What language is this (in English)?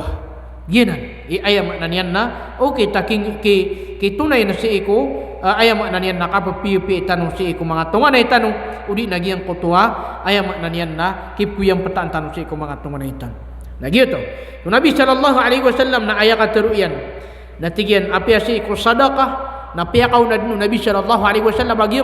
Maranao